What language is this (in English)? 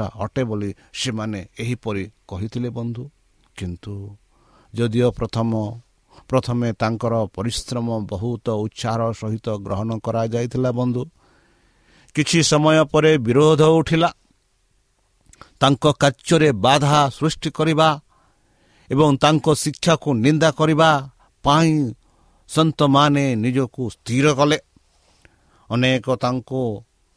Odia